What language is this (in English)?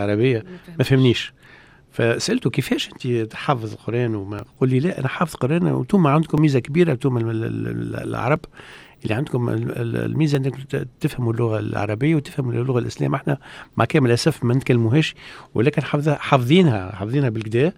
Tunisian Arabic